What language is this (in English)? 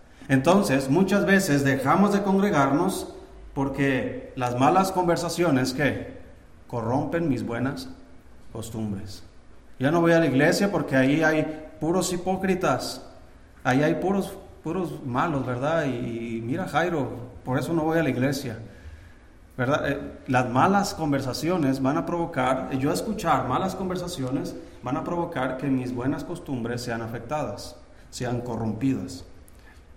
Spanish